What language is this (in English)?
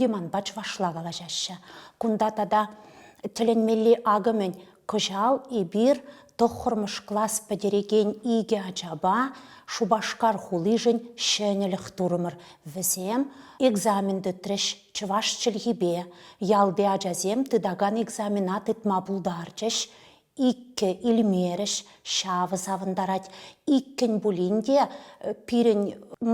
Chuvash